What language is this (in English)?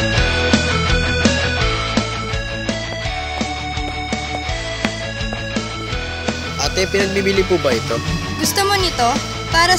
Filipino